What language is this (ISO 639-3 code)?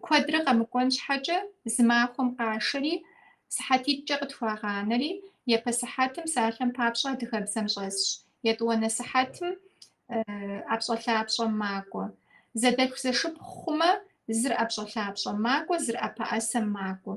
kbd